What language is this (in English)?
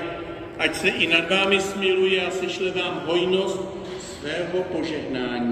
Czech